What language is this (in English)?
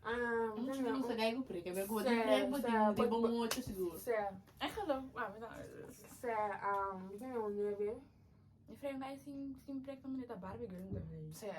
Papiamento